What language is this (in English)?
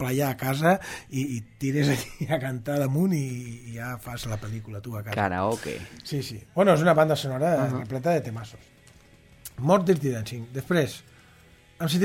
Catalan